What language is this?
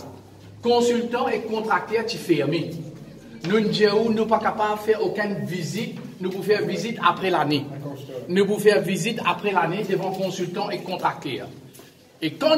Morisyen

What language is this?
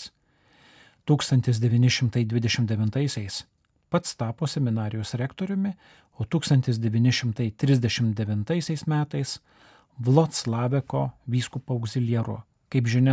Lithuanian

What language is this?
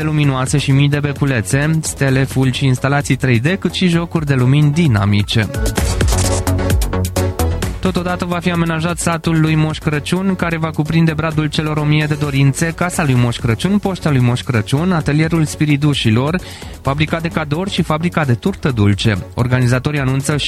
Romanian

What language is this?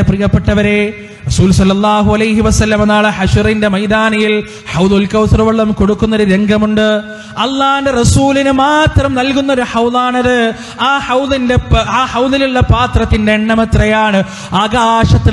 Malayalam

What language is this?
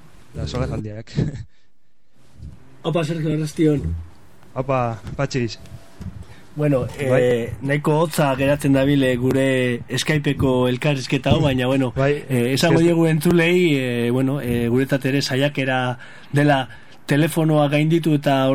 Basque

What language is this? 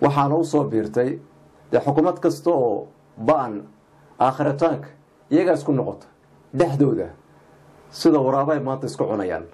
Somali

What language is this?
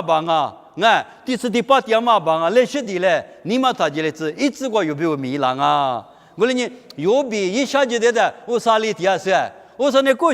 Lisu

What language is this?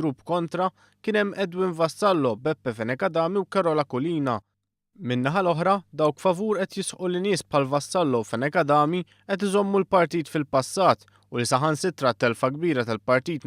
Maltese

